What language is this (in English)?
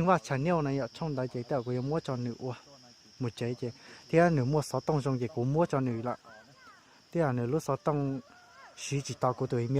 Hmong